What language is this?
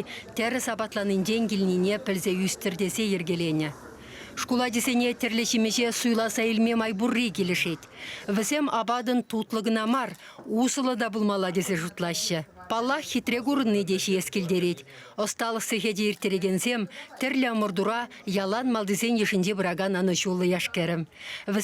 Chuvash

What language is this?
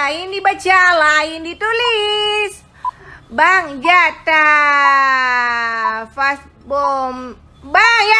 Achinese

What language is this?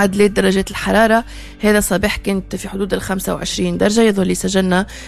Tunisian Arabic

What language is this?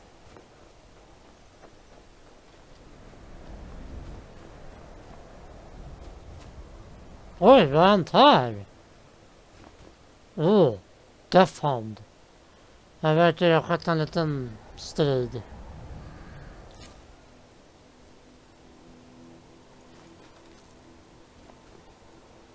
Swedish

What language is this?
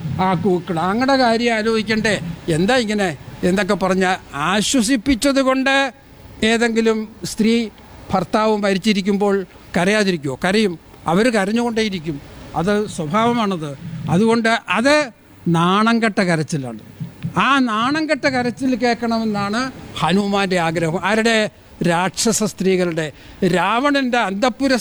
Malayalam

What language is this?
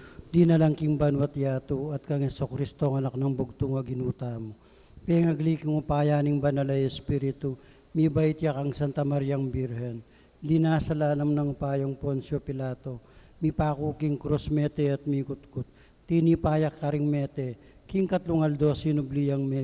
Pampanga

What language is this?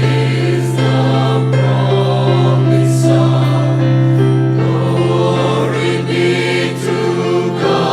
Sumi Naga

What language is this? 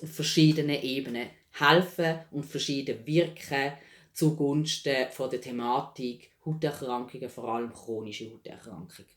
Swiss German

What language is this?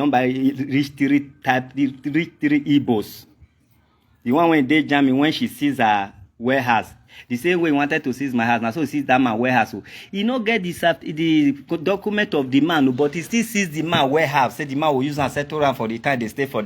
Nigerian Pidgin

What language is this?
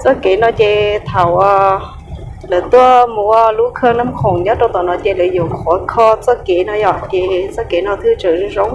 Hmong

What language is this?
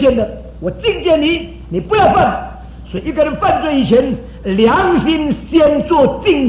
Chinese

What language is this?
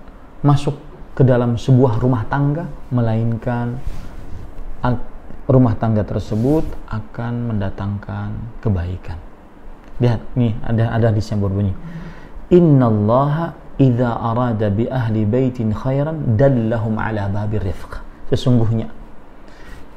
Indonesian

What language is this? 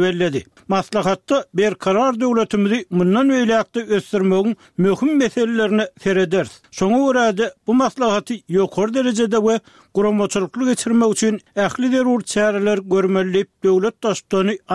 Turkmen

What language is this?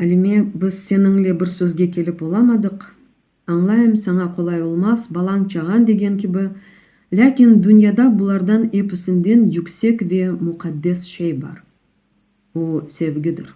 Crimean Tatar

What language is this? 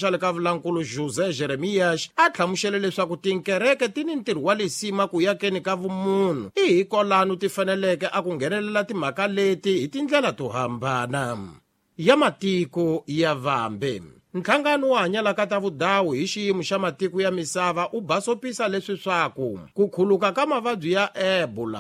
Tsonga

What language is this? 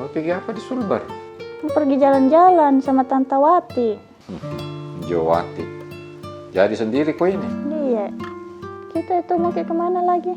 Makassar Malay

